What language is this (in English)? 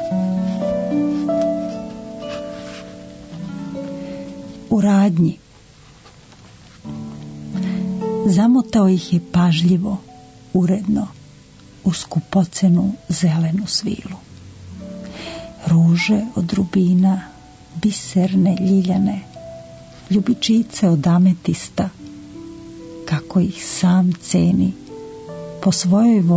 Serbian